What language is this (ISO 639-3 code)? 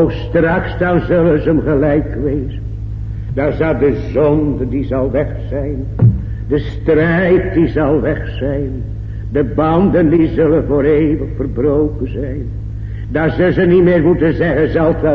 nld